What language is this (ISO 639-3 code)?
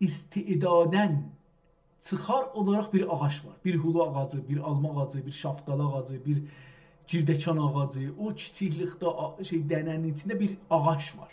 azb